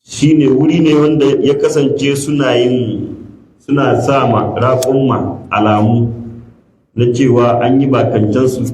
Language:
Hausa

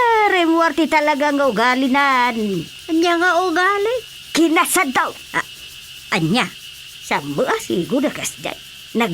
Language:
Iloko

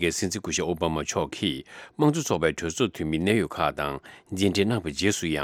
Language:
Tibetan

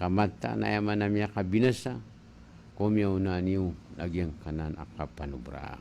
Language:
Maranao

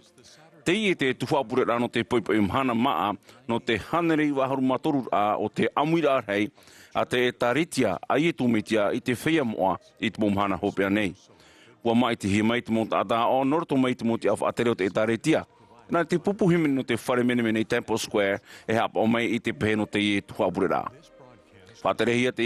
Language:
Tahitian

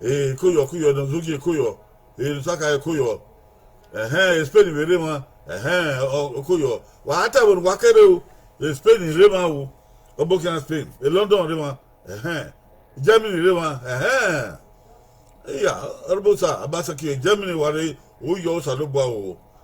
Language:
Bini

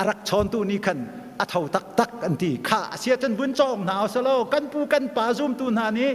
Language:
Hakha Chin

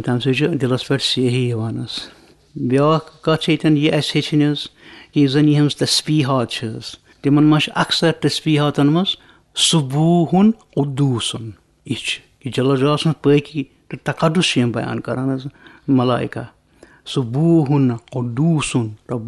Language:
Kashmiri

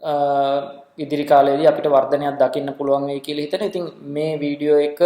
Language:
Sinhala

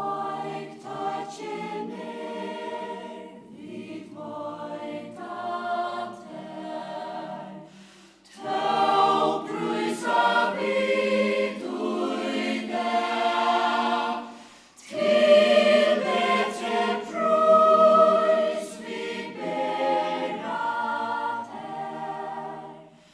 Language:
Faroese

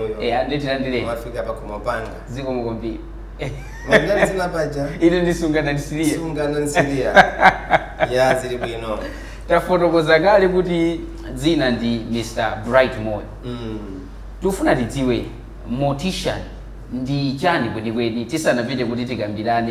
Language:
Nyanja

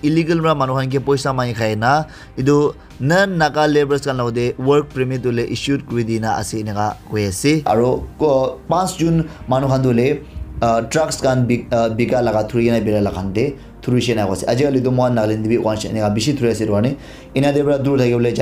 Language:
Naga Pidgin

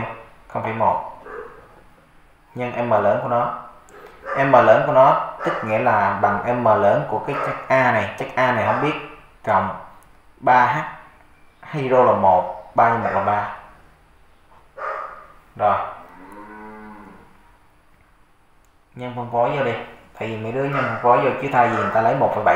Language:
Vietnamese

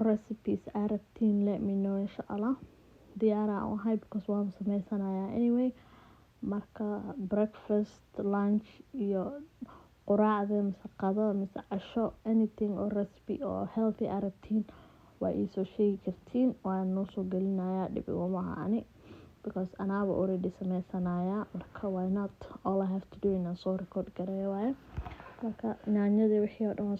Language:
Somali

